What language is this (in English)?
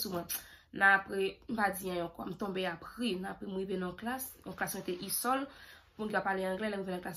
Haitian Creole